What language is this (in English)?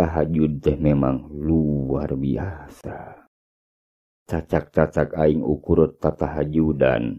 Sundanese